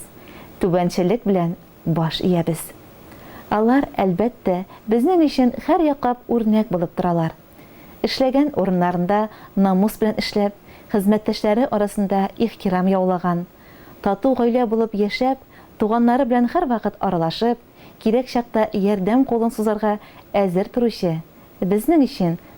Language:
Tatar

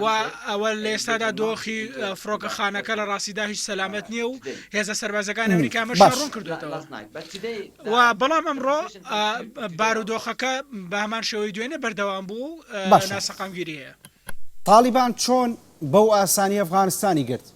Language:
Central Kurdish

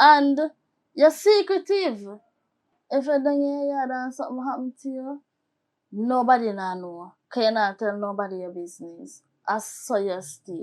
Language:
Jamaican Creole English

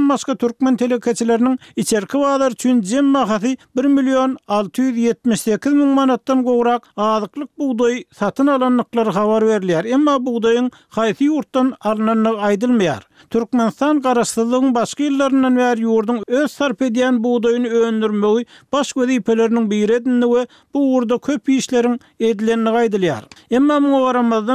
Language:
Turkmen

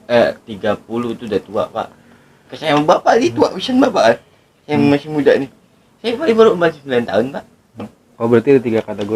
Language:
Betawi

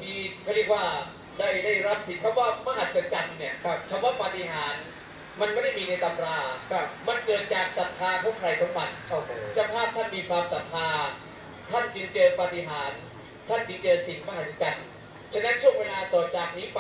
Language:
Thai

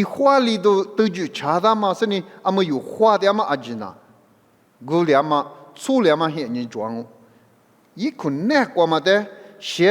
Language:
Lisu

